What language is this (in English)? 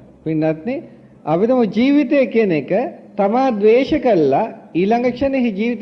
Sinhala